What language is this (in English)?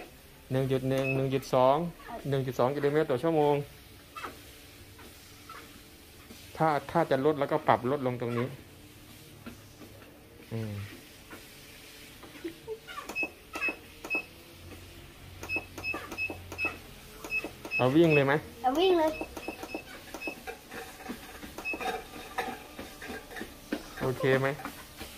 Thai